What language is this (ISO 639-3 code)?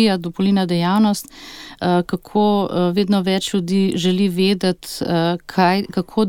slv